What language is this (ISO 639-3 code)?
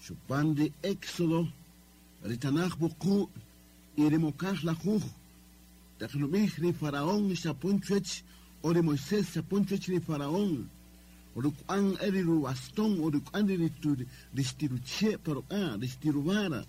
cak